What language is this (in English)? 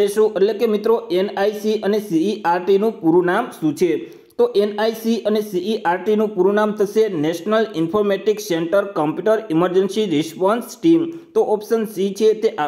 Gujarati